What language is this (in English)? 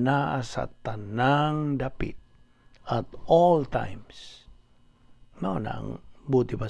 Cebuano